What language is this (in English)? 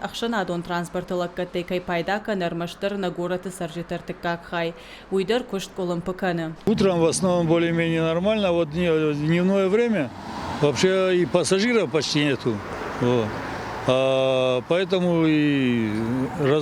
Ossetic